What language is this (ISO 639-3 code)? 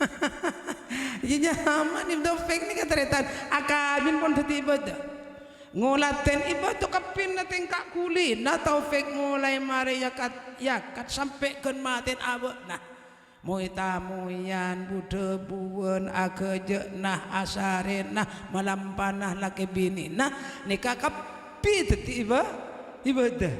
mad